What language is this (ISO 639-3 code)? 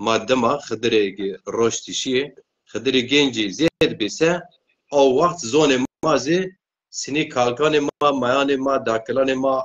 zza